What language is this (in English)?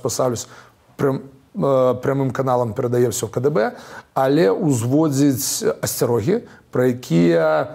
Belarusian